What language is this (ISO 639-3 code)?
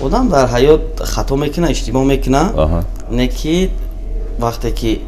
tgk